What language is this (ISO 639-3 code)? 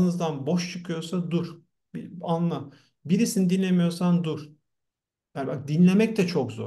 tur